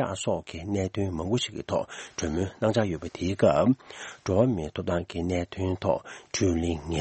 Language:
Tibetan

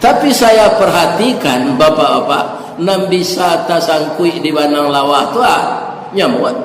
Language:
Minangkabau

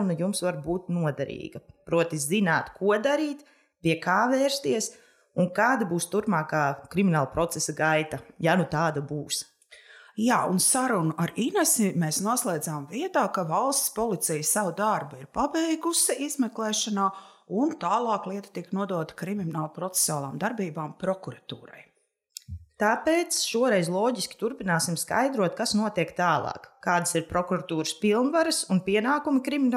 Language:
Latvian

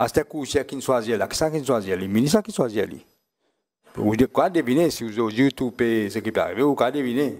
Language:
Morisyen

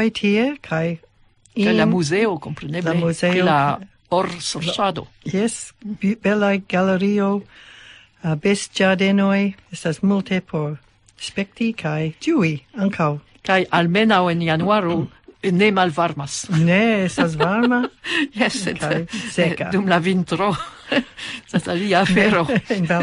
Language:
Esperanto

